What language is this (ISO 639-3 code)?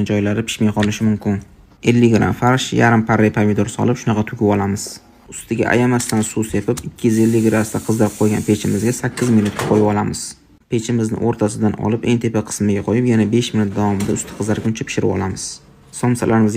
uzb